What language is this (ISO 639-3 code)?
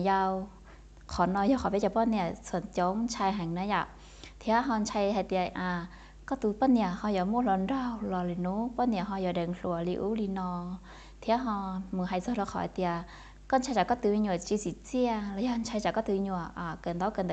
hmn